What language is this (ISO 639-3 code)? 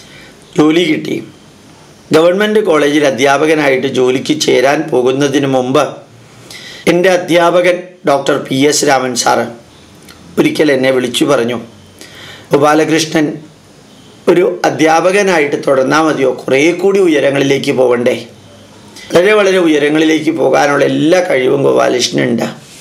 mal